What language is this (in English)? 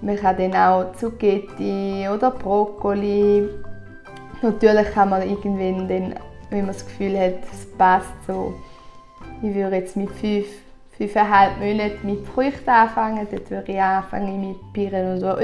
Swiss German